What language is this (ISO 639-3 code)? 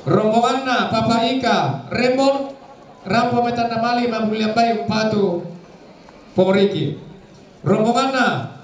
sda